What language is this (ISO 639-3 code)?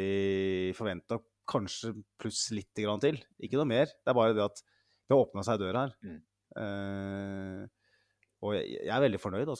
nor